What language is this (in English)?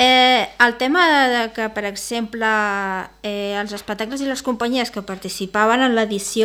Catalan